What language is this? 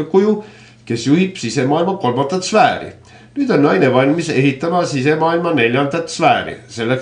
Estonian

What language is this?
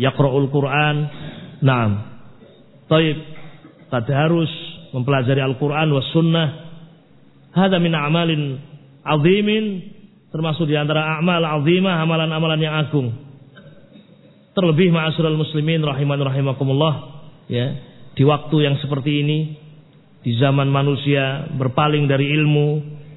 Indonesian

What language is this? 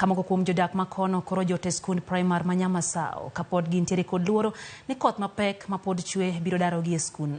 Luo (Kenya and Tanzania)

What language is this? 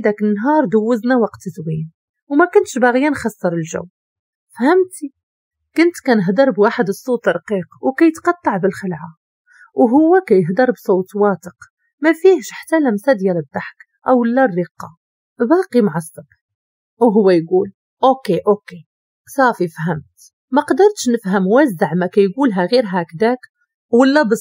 Moroccan Arabic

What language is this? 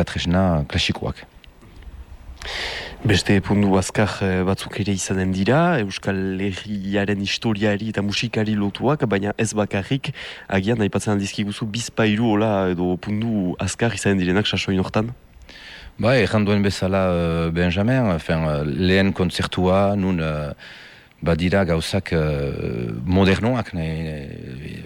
Basque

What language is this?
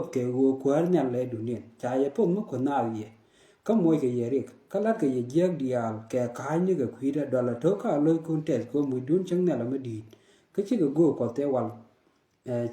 Nuer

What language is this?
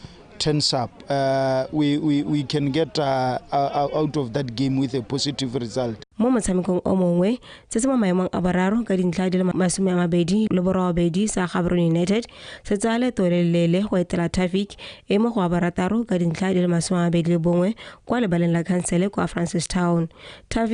Tswana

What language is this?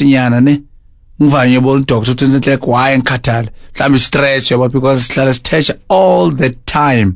Zulu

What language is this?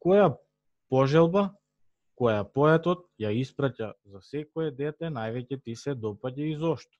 Macedonian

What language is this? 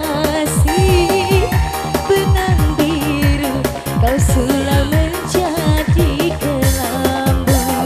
Indonesian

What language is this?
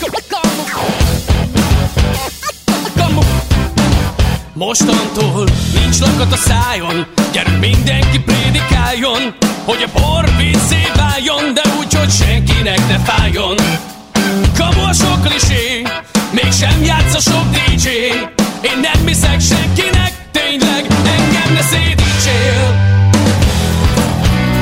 Hungarian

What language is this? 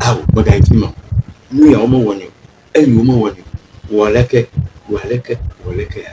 Ewe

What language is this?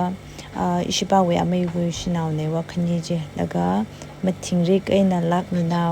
Tangkhul Naga (India)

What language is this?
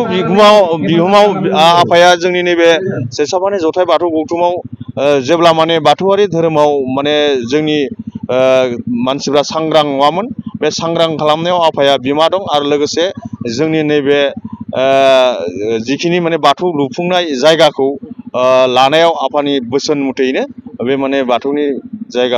Bodo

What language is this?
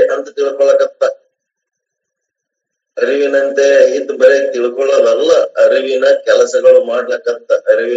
Kannada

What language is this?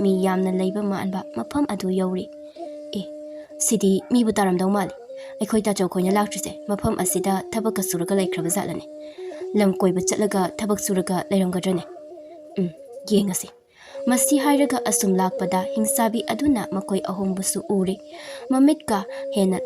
Manipuri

